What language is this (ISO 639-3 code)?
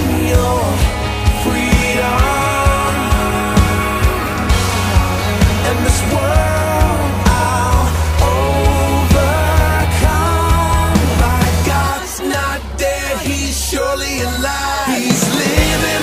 eng